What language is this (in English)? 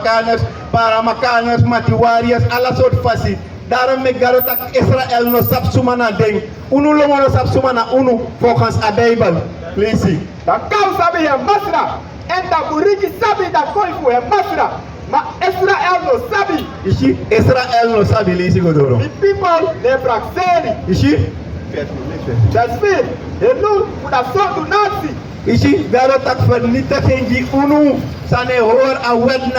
Sranan Tongo